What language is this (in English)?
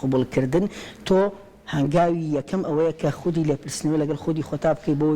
Central Kurdish